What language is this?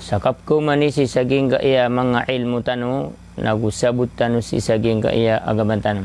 Maranao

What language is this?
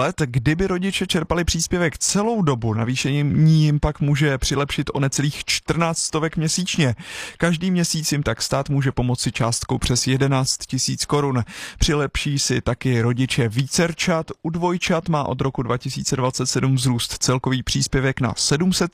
Czech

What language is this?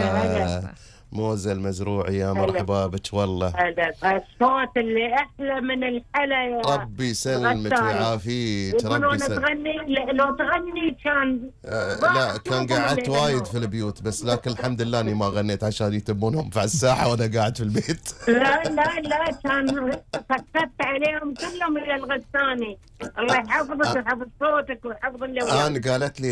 Gulf Arabic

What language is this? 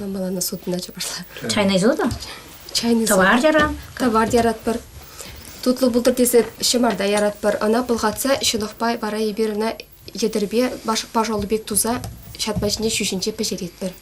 Chuvash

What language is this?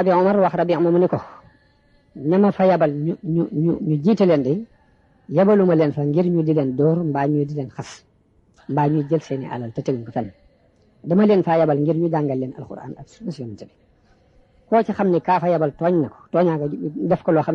Wolof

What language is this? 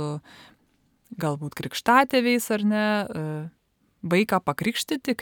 Lithuanian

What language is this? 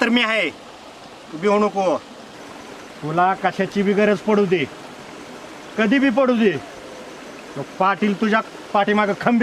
Marathi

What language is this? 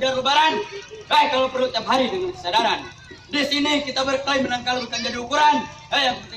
Betawi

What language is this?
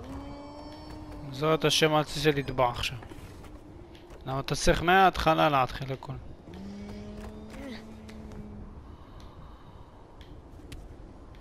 Hebrew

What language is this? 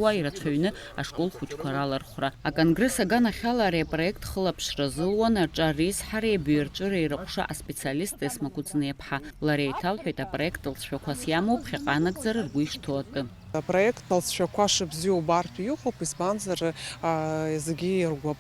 Abkhazian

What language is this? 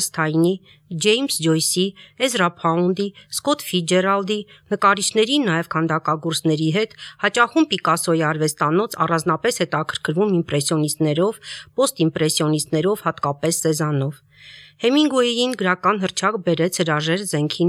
Armenian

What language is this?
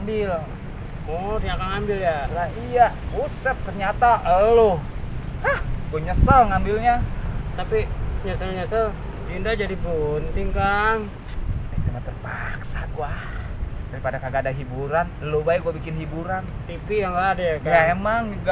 Betawi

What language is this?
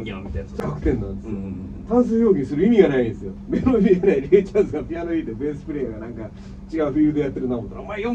Japanese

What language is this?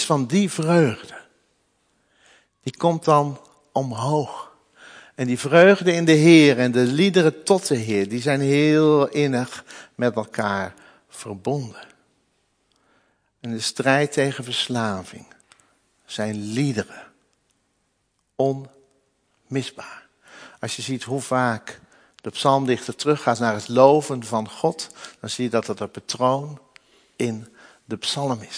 Dutch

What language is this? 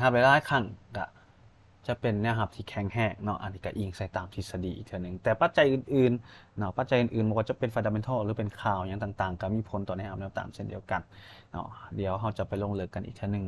Lao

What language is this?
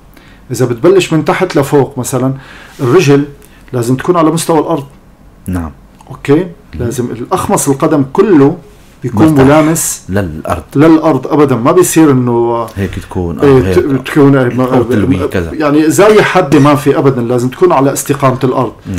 North Levantine Arabic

